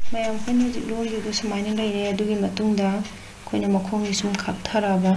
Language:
Manipuri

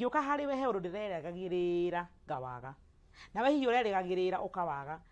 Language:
Kikuyu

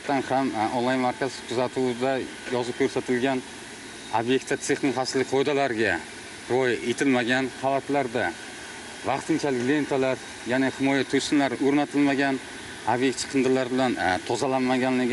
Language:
Uzbek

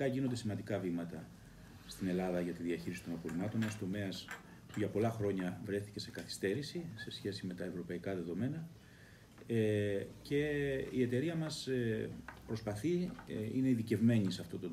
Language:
Greek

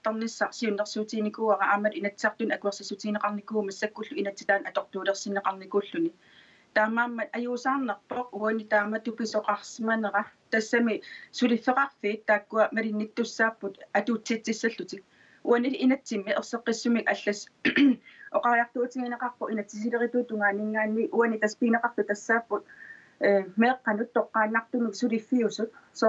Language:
Kalaallisut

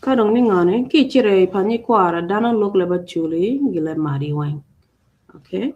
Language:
Acoli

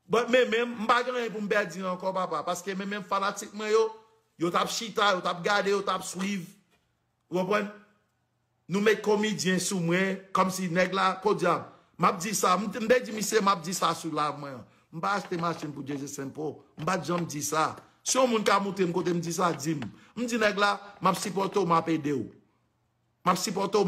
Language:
Haitian Creole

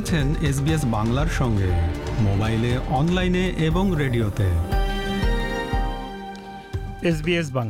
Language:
Bangla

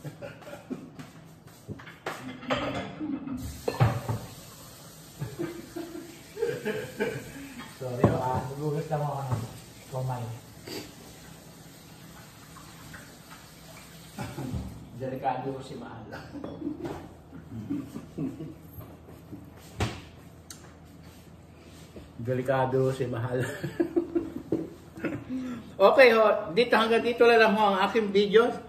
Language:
Filipino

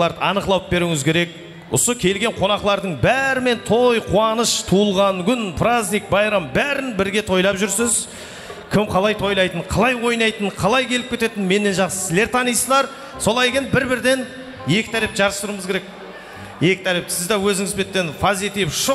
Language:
Kara-Kalpak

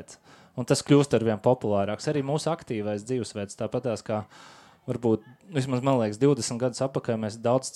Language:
Latvian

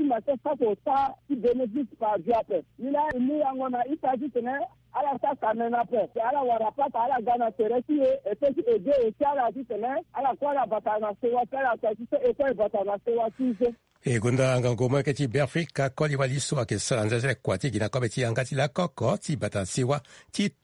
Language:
Sango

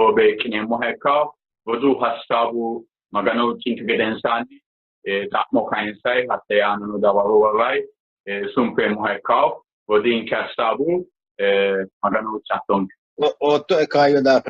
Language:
Sidamo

